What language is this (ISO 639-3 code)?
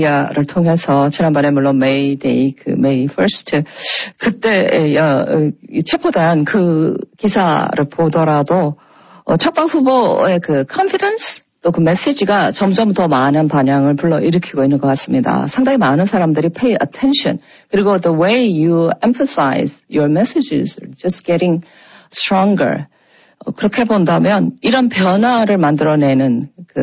kor